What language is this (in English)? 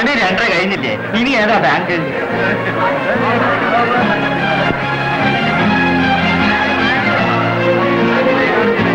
Malayalam